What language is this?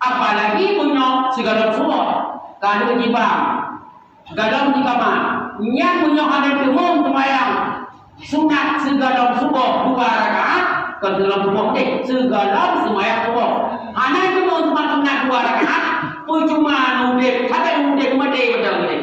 Achinese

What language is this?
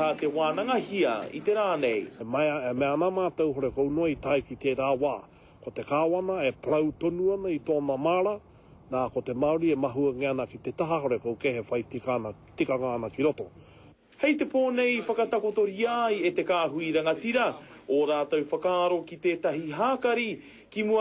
Māori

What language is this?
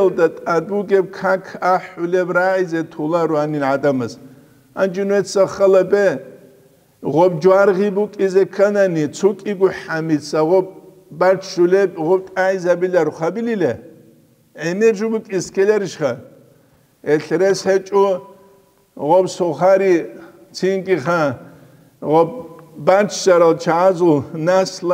Avaric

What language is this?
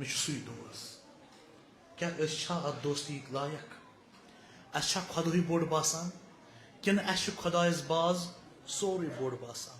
Kashmiri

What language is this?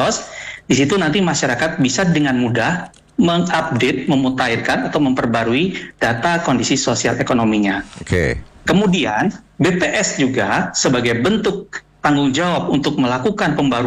Indonesian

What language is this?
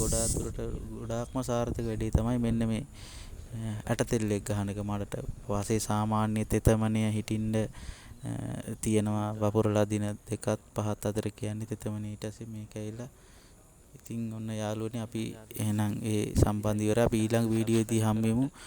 Sinhala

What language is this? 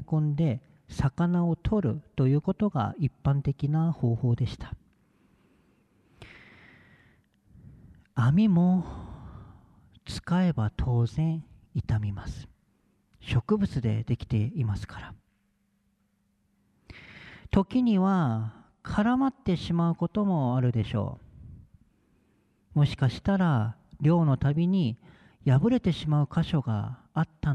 Japanese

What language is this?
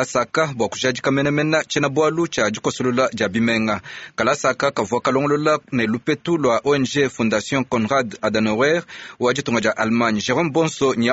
Luba-Lulua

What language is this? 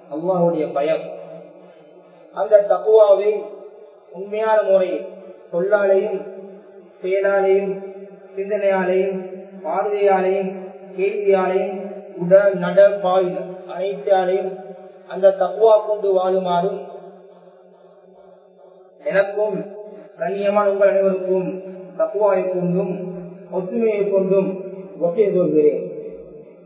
Tamil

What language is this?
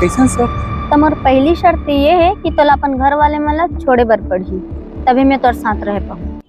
Chhattisgarhi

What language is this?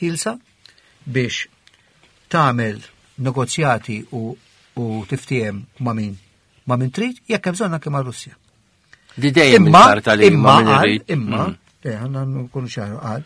Maltese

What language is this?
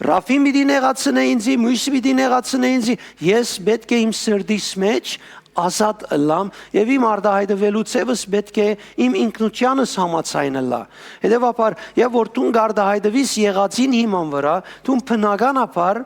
Western Armenian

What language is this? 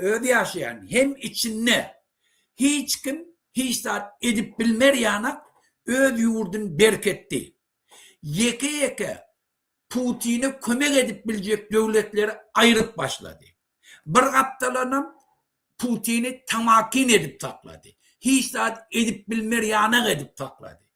Turkmen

